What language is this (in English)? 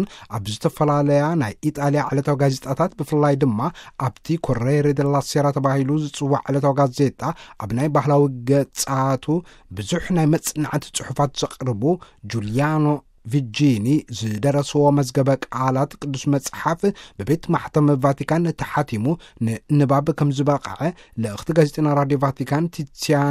Tigrinya